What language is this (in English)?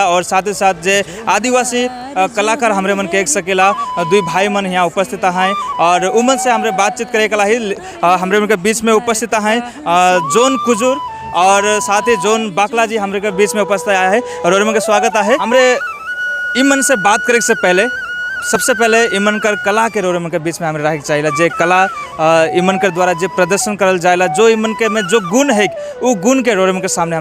Sadri